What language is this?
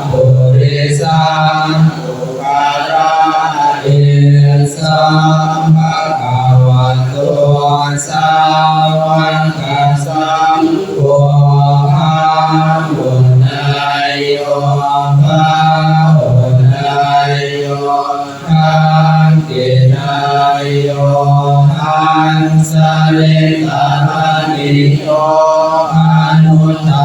Pali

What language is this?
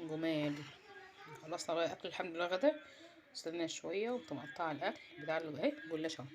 Egyptian Arabic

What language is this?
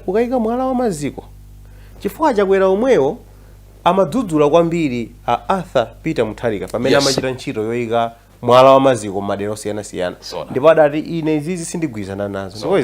Nyanja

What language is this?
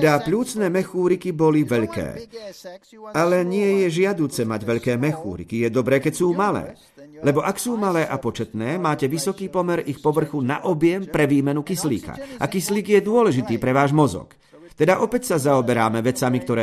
Slovak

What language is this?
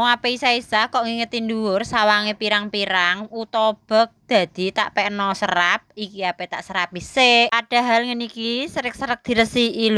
Javanese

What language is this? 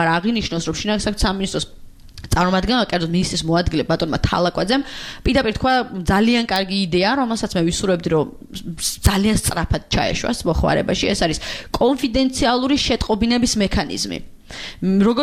Georgian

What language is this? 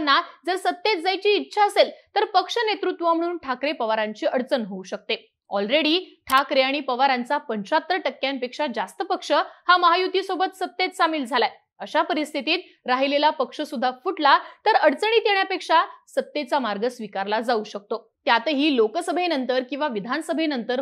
Marathi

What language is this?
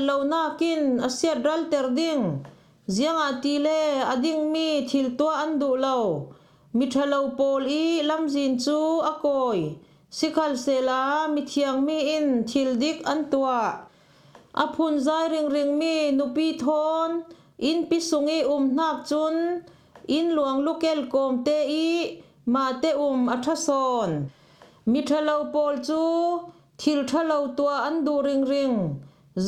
Falam Chin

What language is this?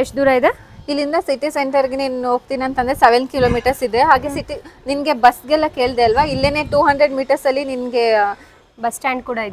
Kannada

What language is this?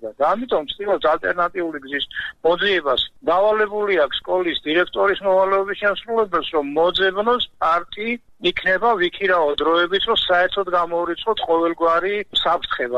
Georgian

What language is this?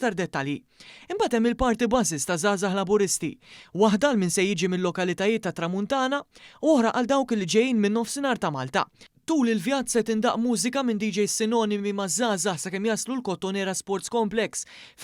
Maltese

